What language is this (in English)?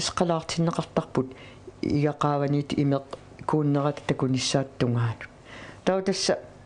Kalaallisut